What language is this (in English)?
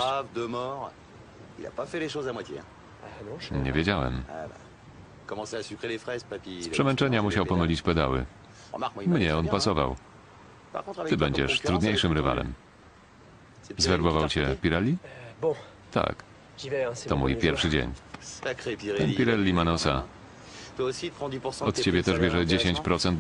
Polish